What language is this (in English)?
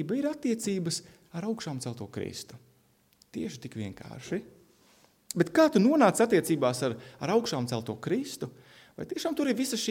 Latvian